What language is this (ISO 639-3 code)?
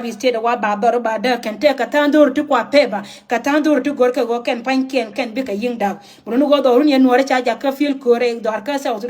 nus